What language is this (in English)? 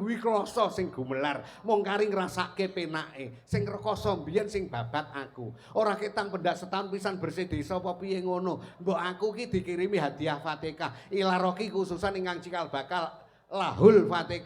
Javanese